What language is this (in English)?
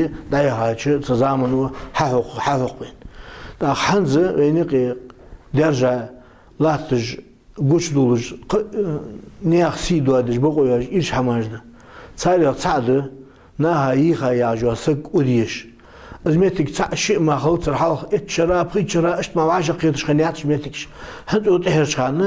Ingush